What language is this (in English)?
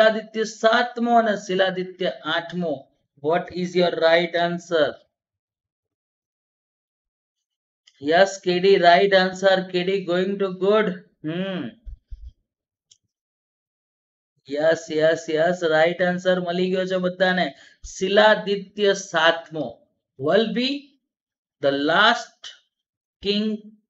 Gujarati